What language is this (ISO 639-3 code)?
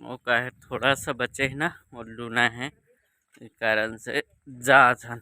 hne